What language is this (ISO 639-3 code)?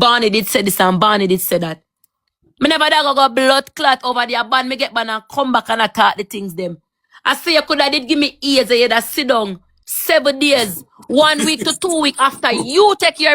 jam